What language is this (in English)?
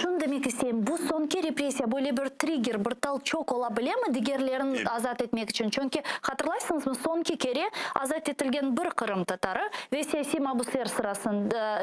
Crimean Tatar